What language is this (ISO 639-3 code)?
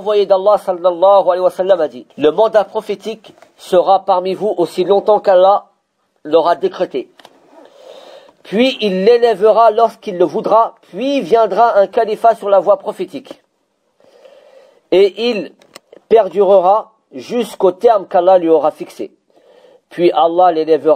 fra